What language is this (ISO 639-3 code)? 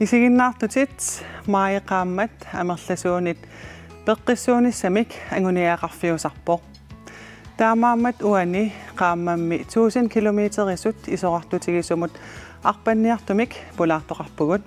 kal